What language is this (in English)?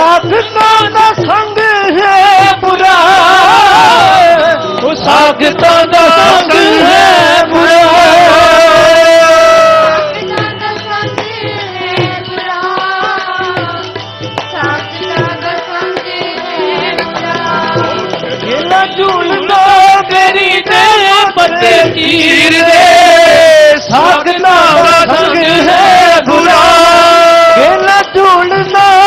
Punjabi